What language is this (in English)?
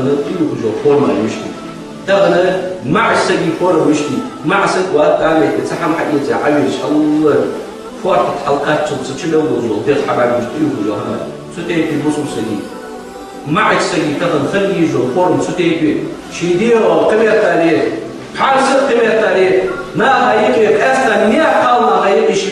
Ingush